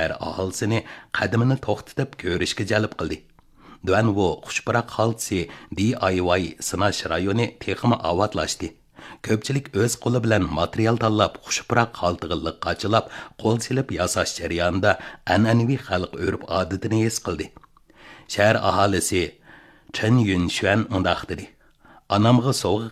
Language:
Uyghur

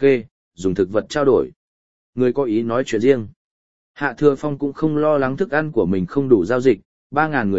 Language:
Vietnamese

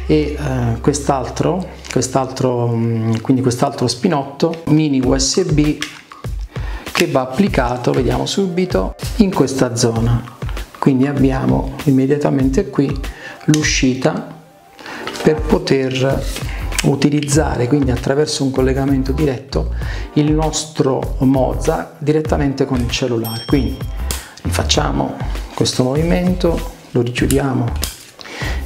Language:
Italian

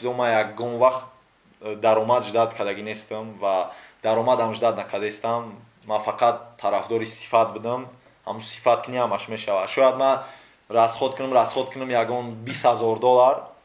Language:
Tajik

